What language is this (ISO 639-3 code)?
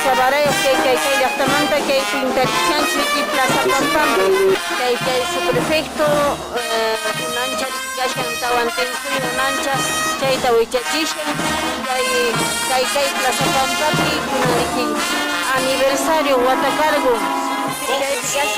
que